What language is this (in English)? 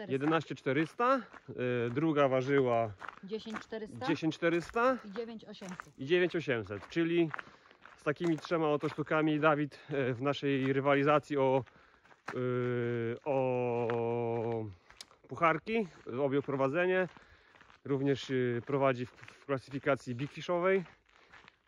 Polish